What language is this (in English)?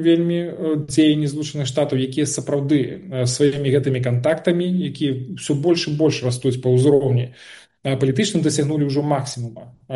Belarusian